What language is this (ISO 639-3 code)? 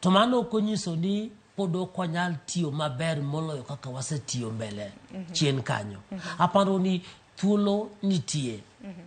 luo